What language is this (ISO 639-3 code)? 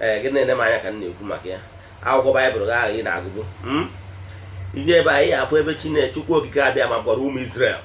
ibo